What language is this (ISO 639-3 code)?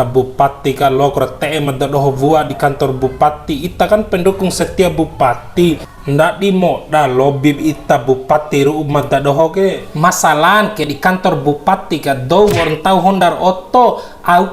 bhp